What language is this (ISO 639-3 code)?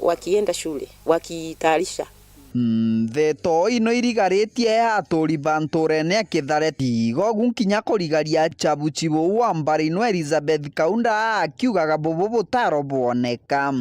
mer